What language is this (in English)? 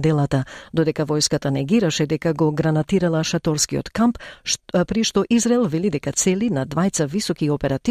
Macedonian